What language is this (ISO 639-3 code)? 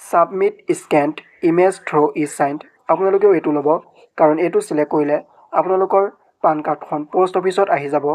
asm